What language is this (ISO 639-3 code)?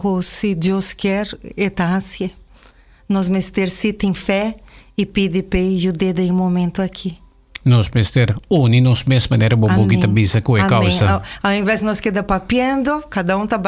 pap